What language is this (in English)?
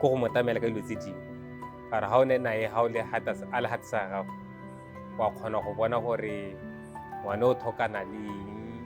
Tswana